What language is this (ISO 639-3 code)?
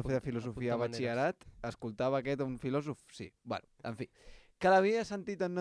cat